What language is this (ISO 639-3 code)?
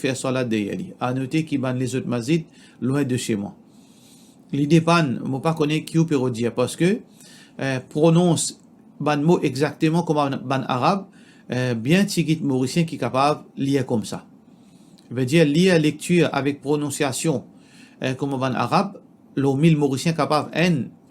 mfe